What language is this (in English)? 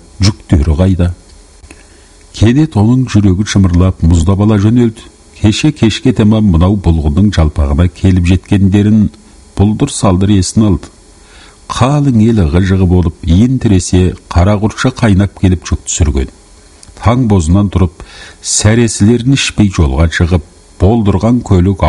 Kazakh